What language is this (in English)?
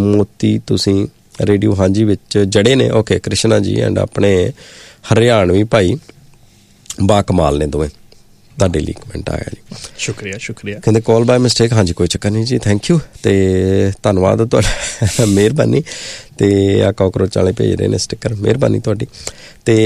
Punjabi